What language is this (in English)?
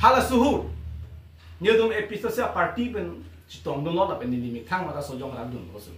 Karbi